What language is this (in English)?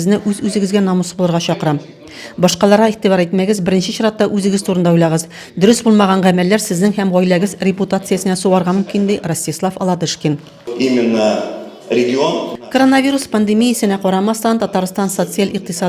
Tatar